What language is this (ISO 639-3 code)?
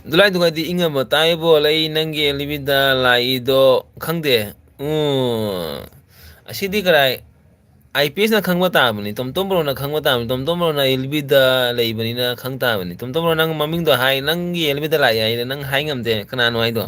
mni